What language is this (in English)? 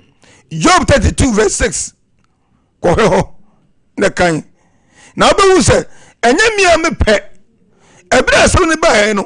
Akan